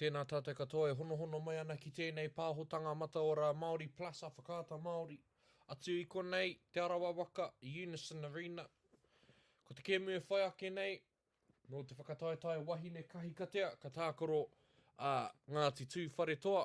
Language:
Māori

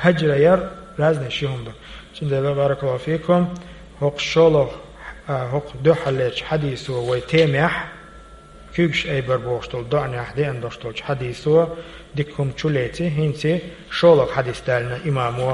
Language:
Chechen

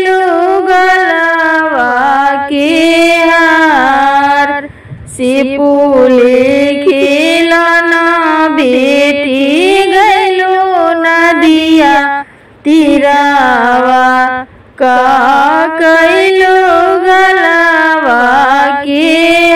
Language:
Bhojpuri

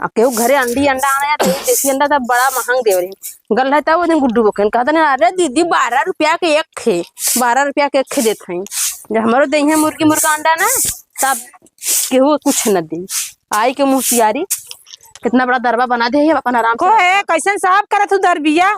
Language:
Awadhi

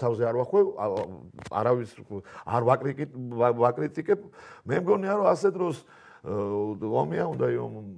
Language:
Georgian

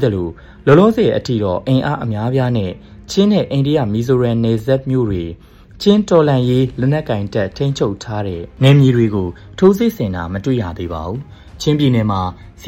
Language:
Burmese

